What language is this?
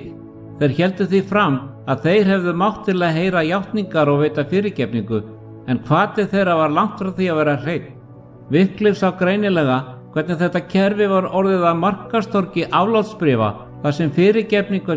Icelandic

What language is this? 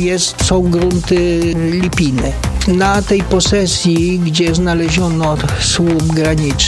Polish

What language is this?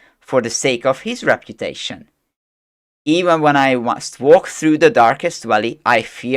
English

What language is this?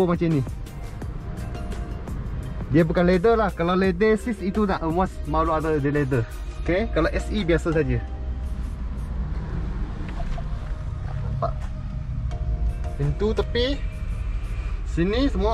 Malay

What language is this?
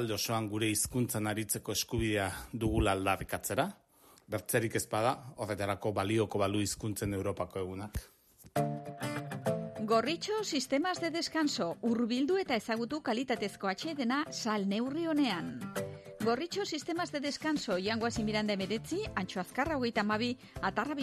Basque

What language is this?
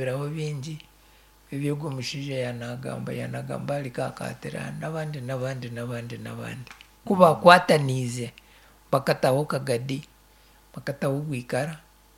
Nyankole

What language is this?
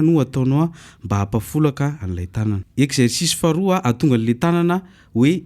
Malagasy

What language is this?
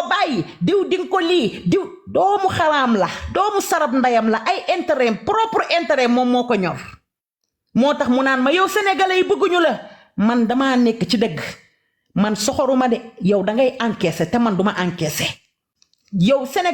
Wolof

